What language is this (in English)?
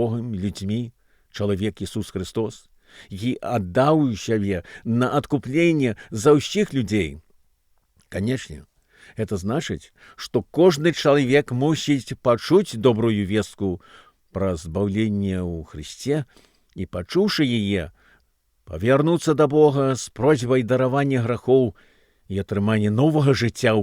Belarusian